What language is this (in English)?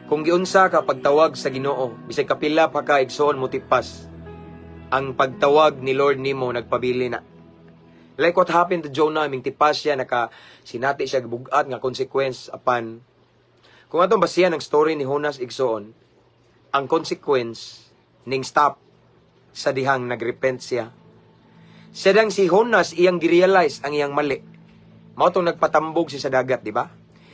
Cebuano